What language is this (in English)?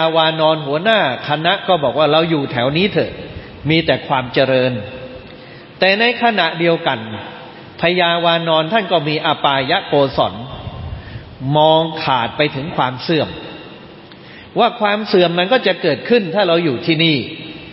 Thai